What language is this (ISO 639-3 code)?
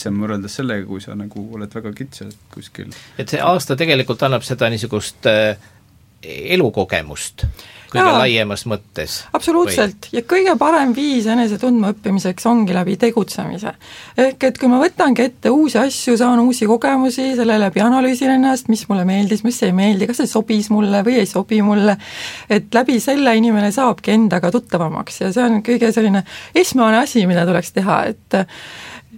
est